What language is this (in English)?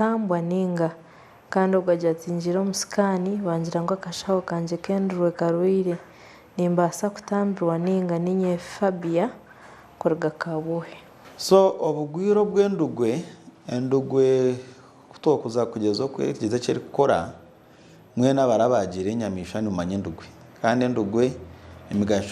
Nyankole